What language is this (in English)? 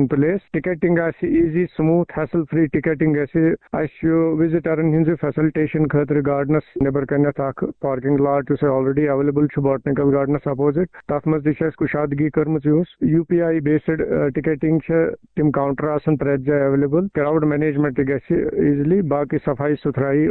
Kashmiri